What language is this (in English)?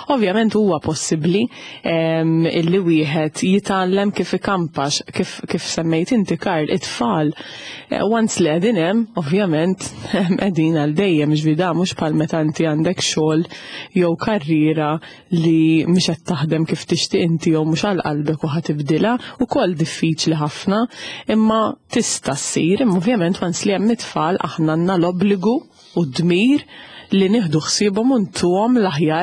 Maltese